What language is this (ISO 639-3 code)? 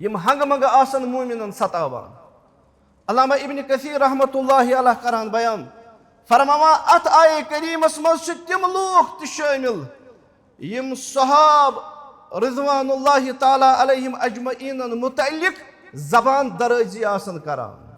kas